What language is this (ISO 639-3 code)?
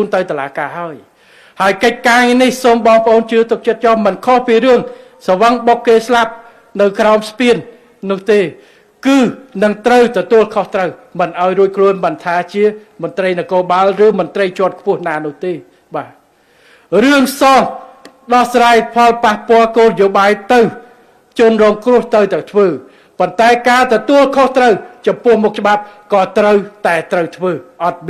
khm